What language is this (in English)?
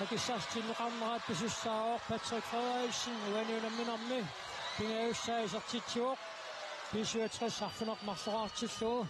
Kalaallisut